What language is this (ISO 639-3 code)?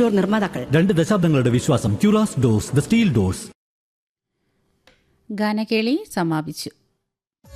mal